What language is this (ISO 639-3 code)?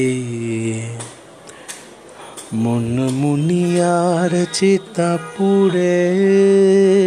ben